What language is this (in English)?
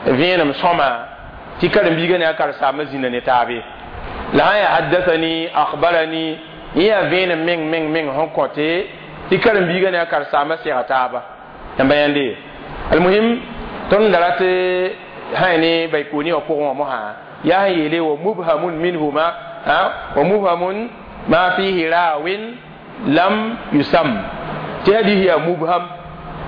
Mossi